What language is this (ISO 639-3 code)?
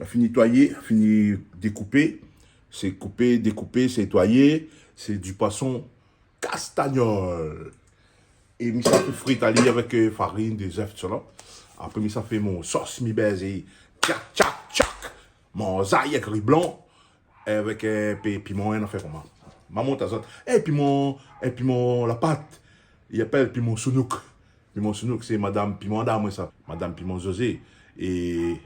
rcf